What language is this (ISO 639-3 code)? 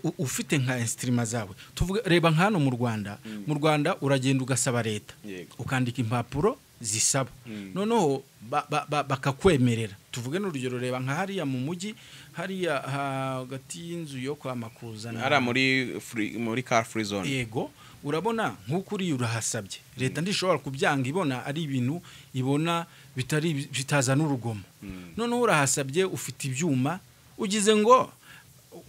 kin